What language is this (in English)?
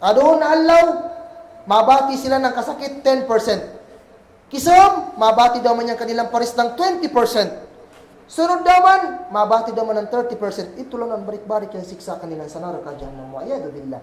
Kagan Kalagan